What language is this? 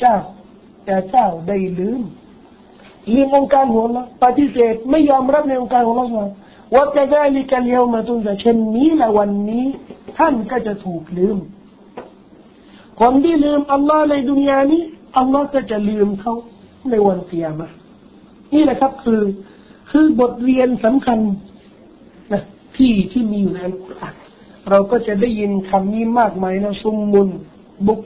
Thai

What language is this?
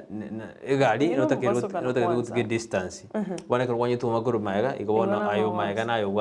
Gusii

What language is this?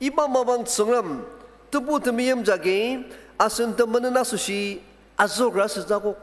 Ao Naga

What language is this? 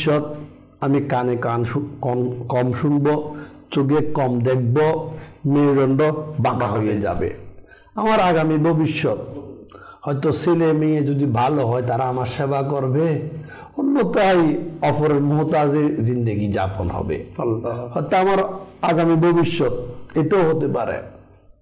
Bangla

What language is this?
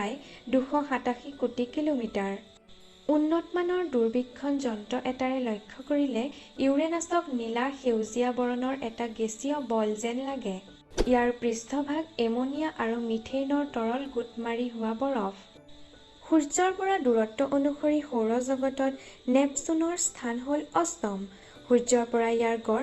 Assamese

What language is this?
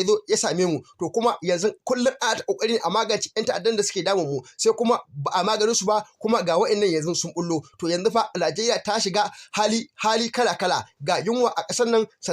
Hausa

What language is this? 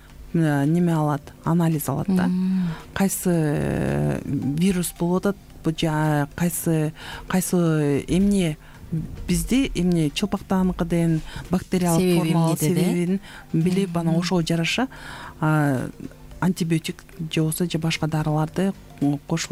Kyrgyz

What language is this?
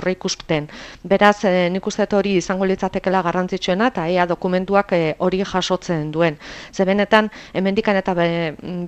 Basque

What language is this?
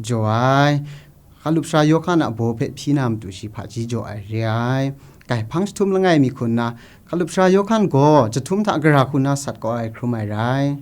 Kachin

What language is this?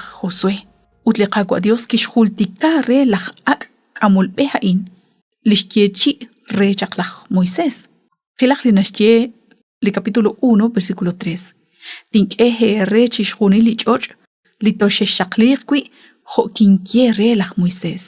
Kekchí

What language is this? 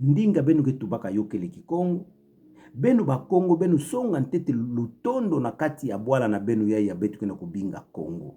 Kituba (Democratic Republic of Congo)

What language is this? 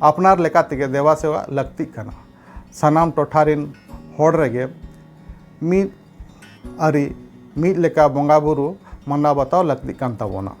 Santali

